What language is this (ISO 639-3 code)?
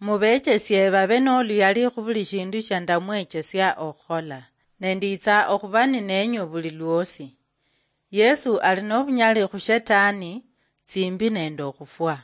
luy